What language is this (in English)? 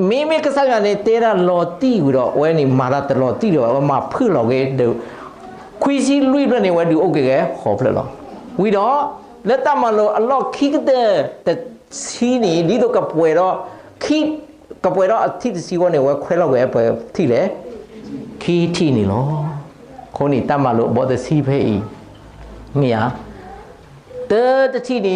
S'gaw Karen